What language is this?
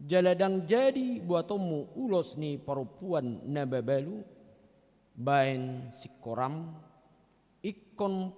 Batak Toba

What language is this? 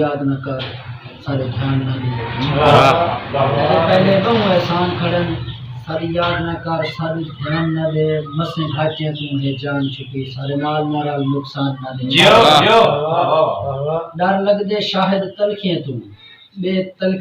Saraiki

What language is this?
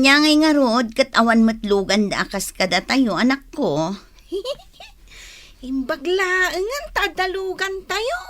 Iloko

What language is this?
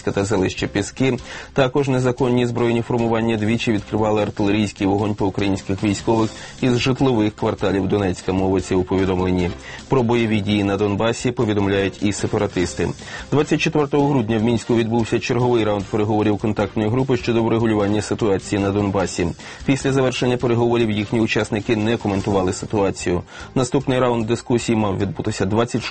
Ukrainian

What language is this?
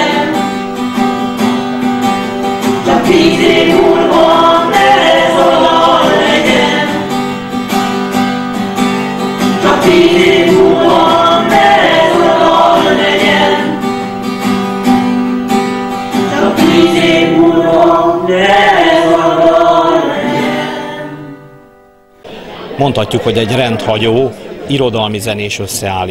Hungarian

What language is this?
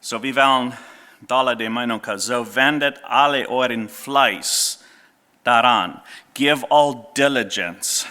Plautdietsch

